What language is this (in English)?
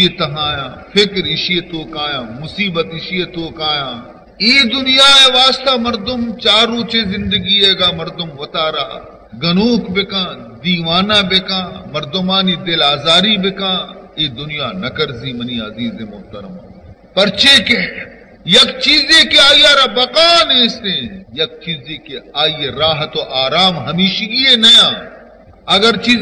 Baluchi